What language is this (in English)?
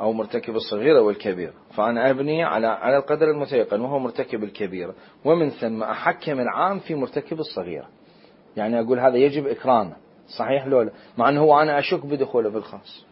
Mesopotamian Arabic